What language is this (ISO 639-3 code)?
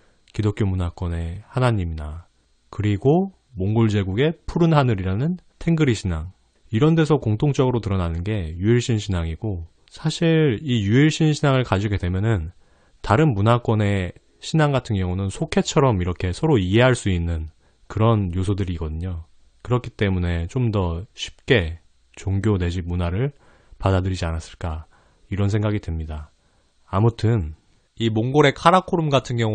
kor